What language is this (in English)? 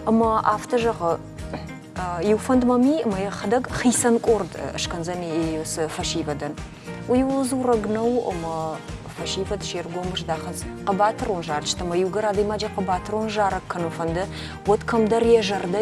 Ossetic